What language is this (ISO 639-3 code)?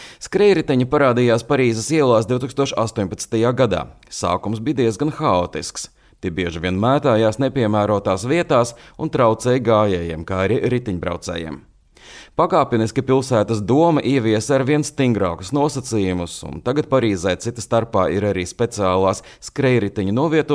lav